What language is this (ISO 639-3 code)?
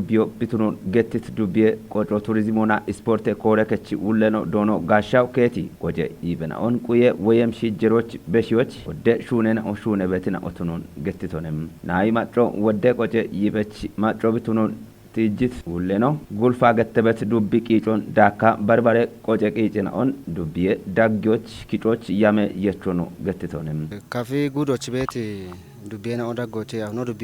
kbr